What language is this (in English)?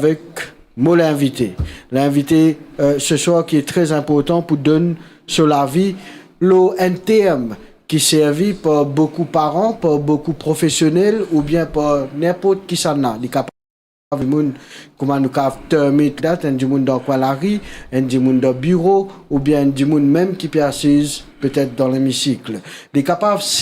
Morisyen